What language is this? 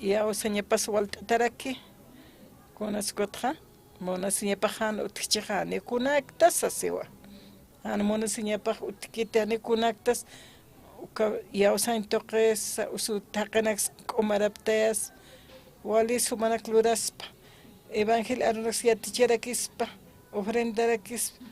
Aymara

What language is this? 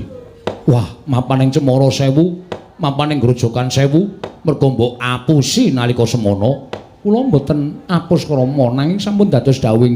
Javanese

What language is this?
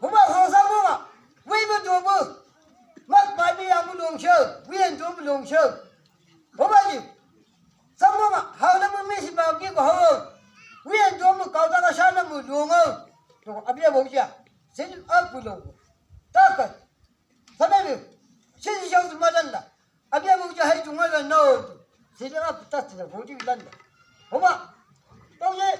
Chang Naga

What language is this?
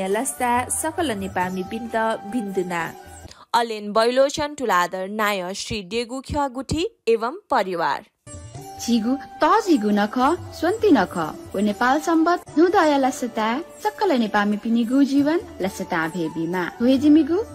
Newari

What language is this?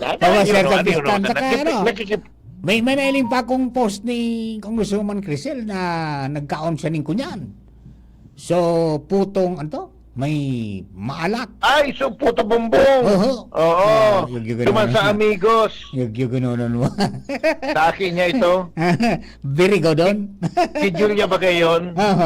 Bikol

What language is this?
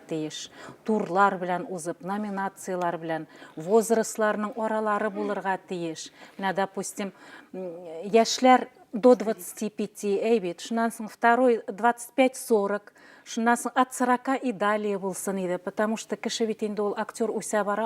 Bashkir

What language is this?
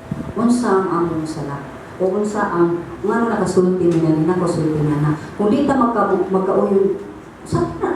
Cebuano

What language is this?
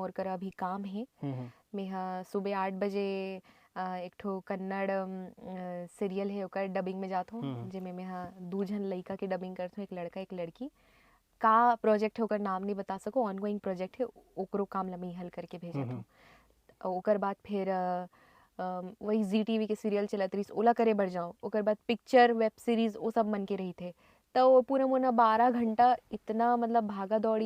Chhattisgarhi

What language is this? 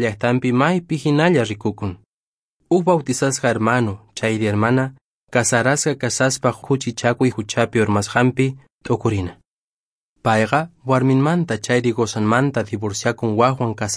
Quechua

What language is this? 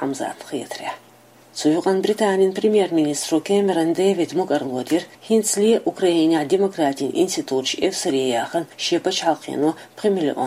Chechen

